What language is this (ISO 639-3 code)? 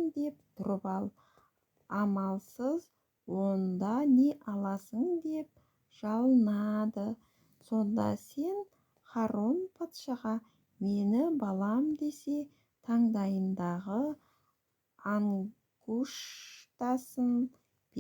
kaz